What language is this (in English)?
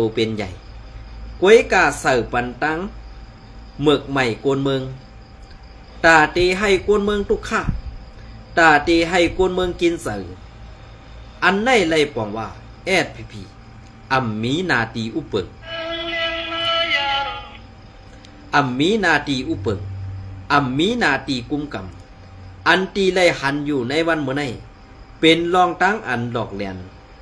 Shan